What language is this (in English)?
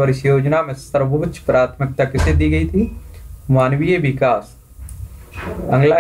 Hindi